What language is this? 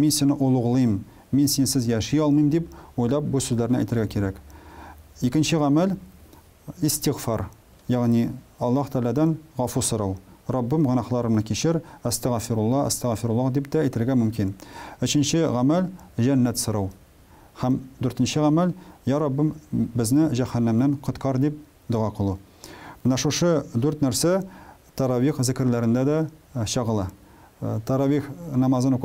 Tatar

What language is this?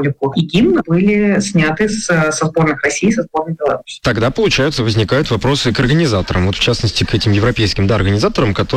Russian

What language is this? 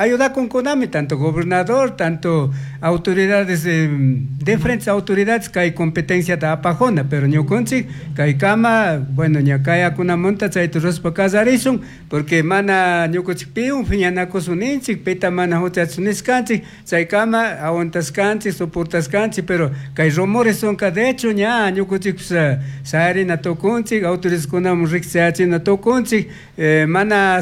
Chimborazo Highland Quichua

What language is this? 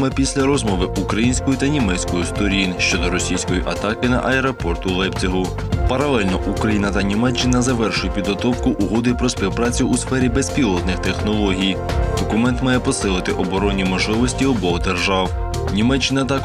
Ukrainian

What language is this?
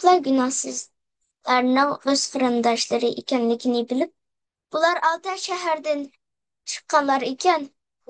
Uyghur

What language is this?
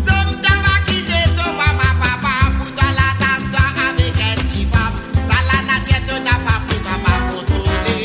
Morisyen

